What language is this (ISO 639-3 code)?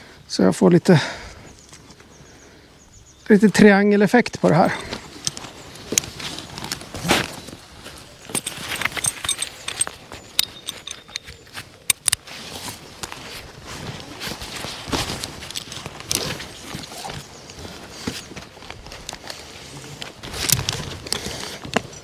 swe